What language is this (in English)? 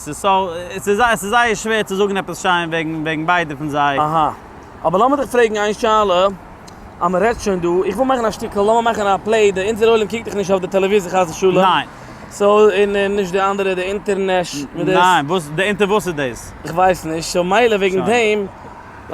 Yiddish